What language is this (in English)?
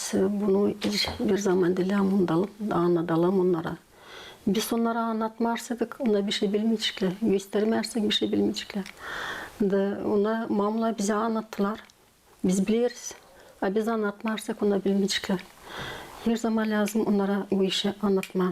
Gagauz